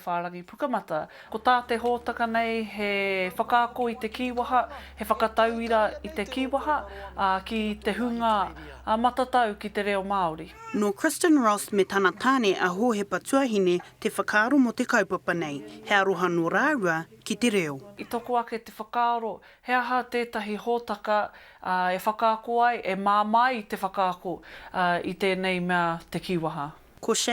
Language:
Māori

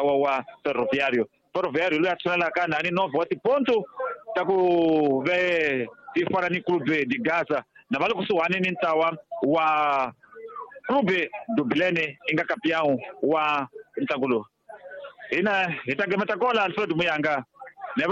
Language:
Tsonga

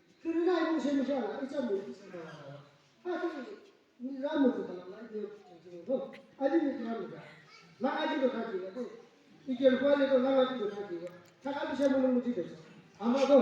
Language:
Yimchungru Naga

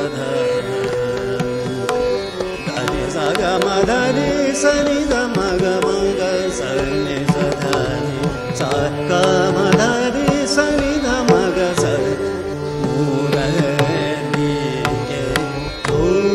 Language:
Hindi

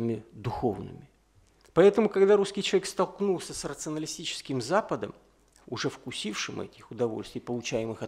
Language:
Russian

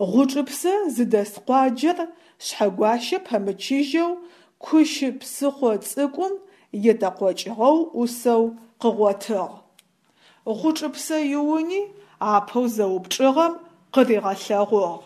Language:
Adyghe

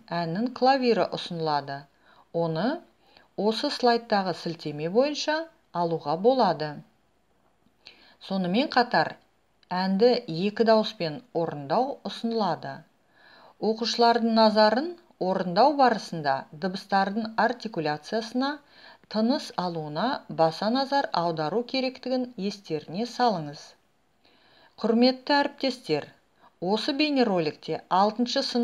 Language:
Kazakh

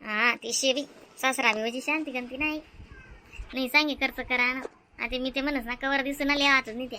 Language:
Khandesi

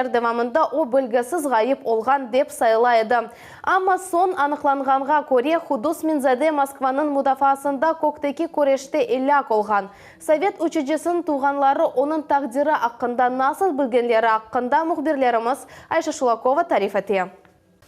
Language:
Crimean Tatar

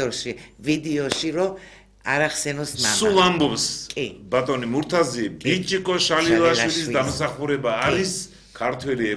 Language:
Georgian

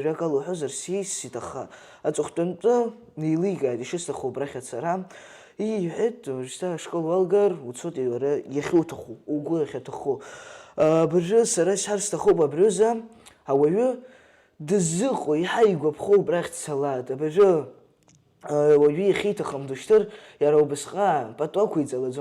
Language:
Abkhazian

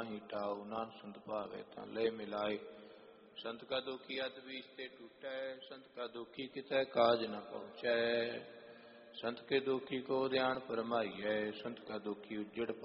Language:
Punjabi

